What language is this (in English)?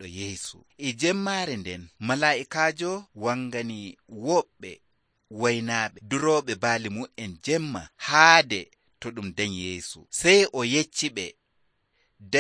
Nigerian Fulfulde